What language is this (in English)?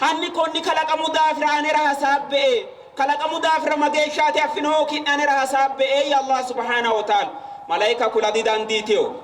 Sidamo